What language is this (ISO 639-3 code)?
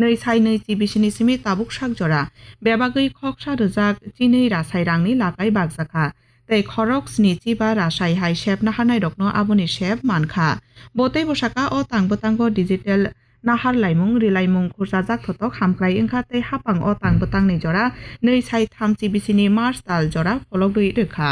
trp